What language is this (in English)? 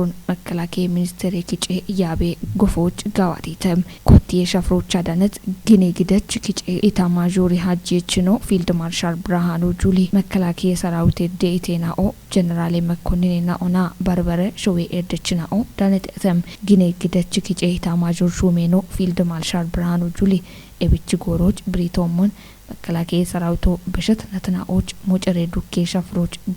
Kafa